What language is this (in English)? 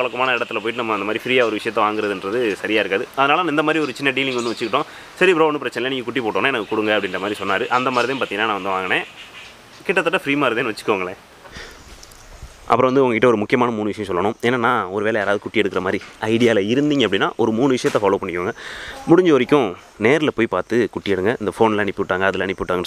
Tamil